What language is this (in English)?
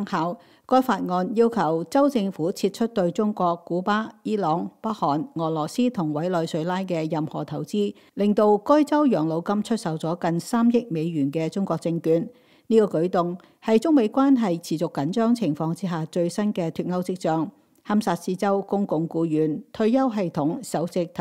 Cantonese